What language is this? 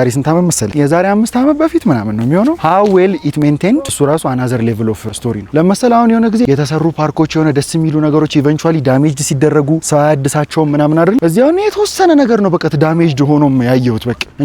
Amharic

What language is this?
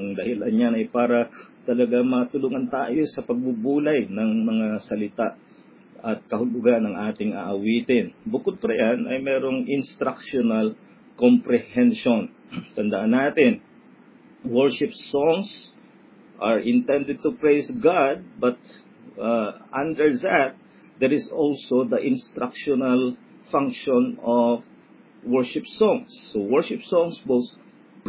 Filipino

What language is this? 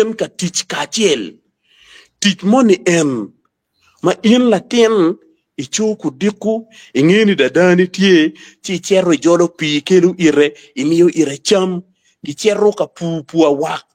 Acoli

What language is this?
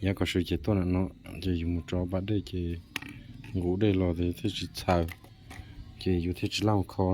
Hmong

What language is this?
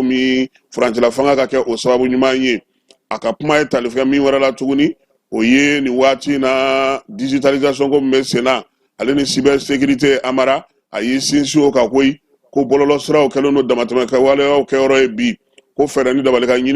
Bambara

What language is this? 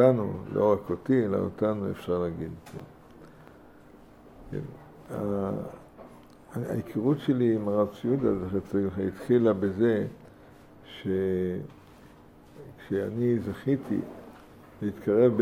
Hebrew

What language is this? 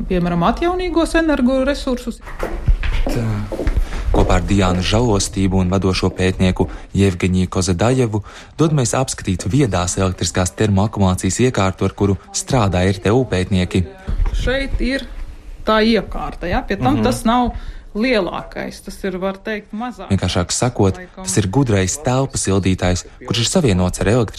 Latvian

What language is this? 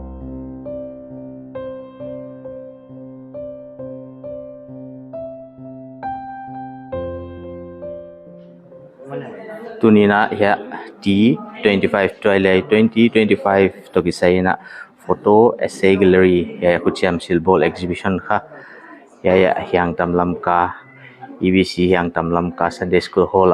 Paite Chin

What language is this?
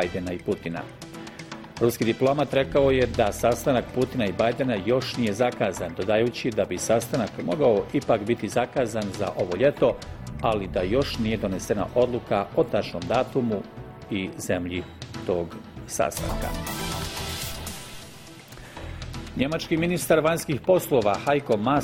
Bosnian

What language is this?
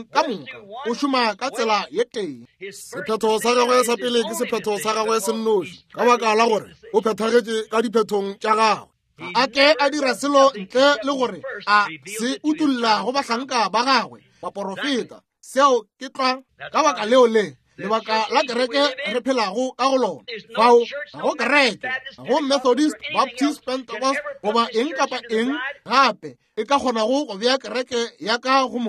Northern Sotho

